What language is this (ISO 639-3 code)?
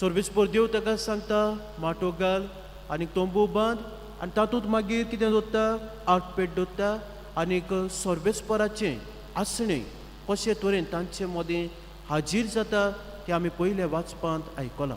kok